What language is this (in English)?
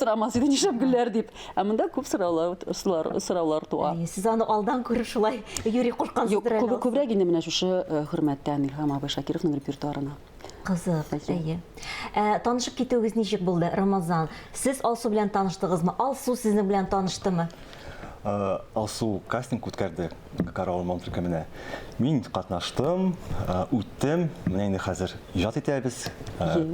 Tatar